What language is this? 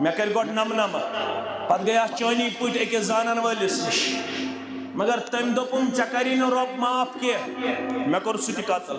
Kashmiri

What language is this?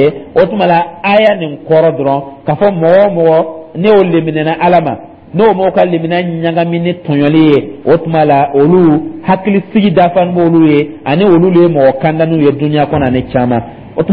Dyula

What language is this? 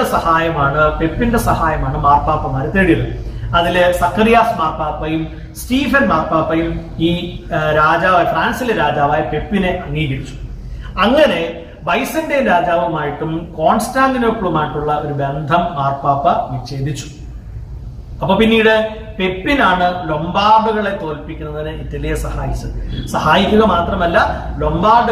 Malayalam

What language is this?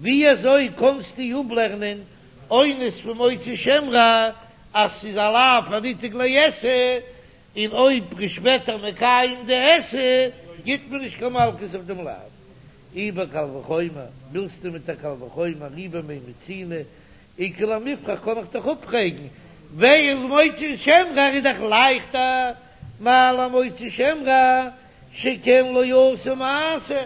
Yiddish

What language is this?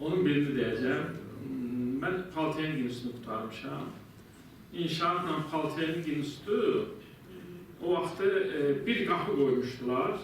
Azerbaijani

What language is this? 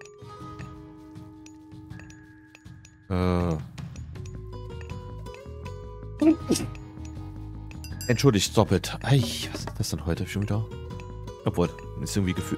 German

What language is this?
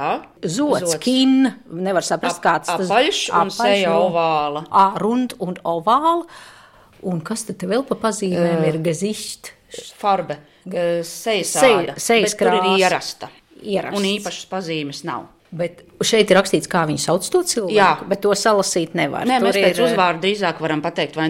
Latvian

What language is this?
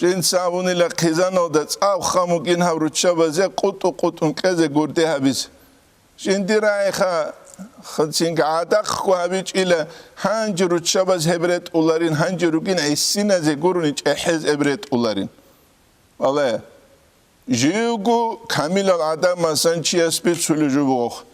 Avaric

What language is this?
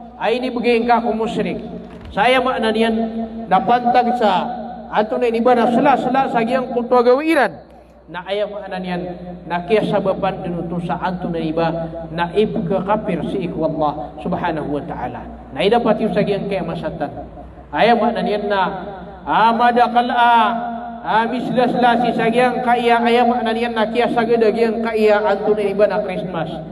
Maranao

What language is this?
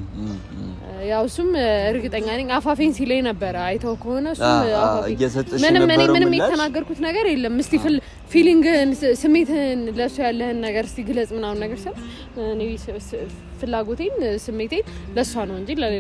Amharic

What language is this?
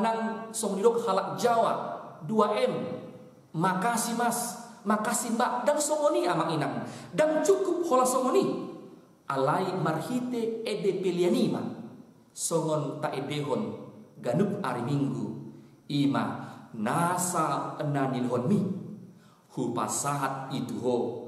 Batak Toba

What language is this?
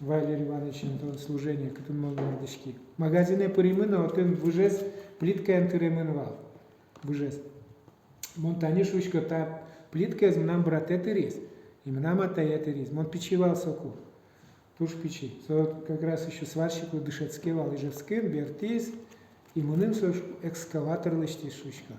Udmurt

